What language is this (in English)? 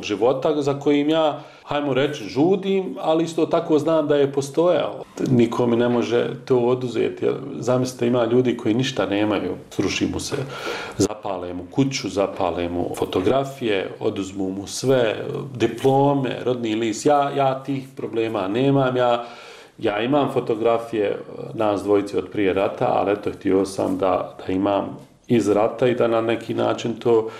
Bosnian